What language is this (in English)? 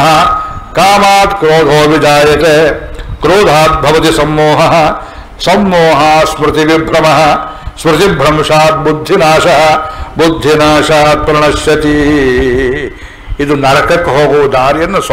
Kannada